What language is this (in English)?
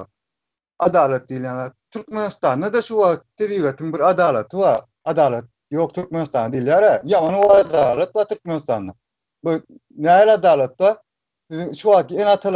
Turkmen